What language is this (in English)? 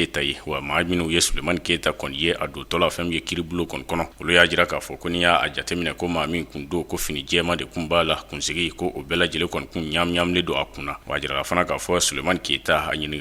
Bambara